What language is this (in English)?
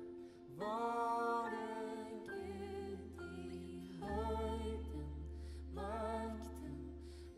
Swedish